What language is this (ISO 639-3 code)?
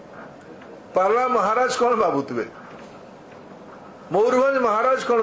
ori